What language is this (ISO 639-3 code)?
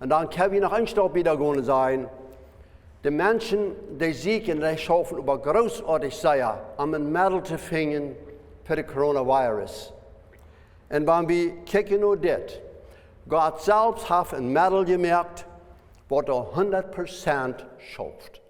pdt